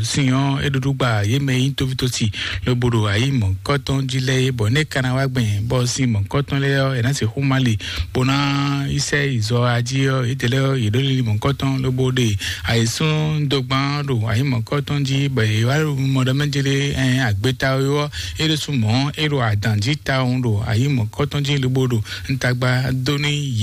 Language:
Fon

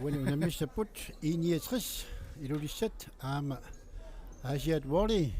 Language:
Kalaallisut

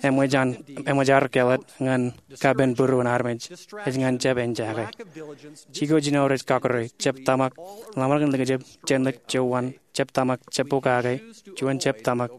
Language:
Marshallese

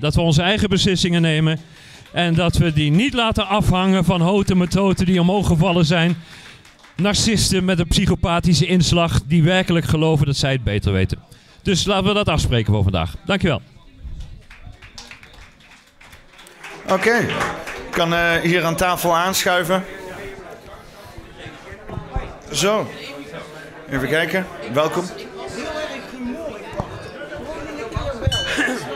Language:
Dutch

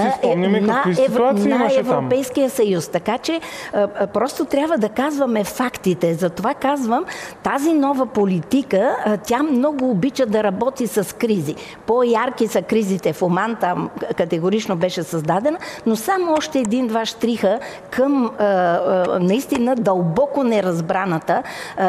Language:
Bulgarian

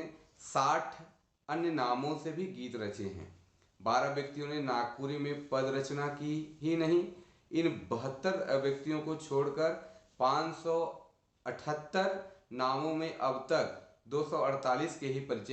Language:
Sadri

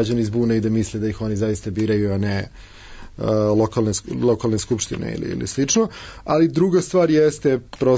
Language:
Serbian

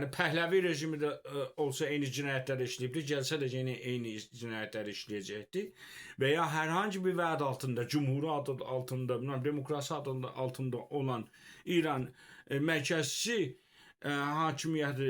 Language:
Azerbaijani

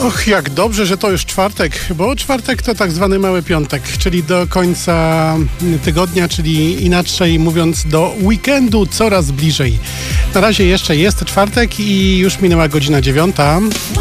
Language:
Polish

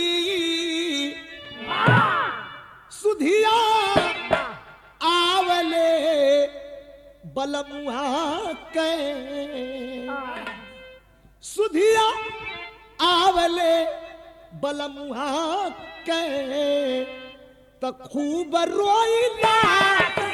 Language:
Bhojpuri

